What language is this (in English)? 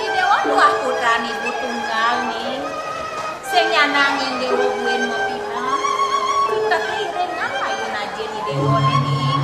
Balinese